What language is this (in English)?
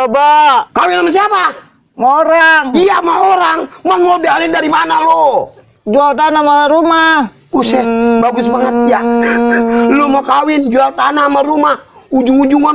Betawi